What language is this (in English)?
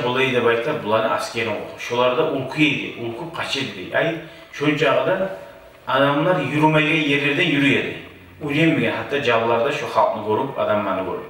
Kumyk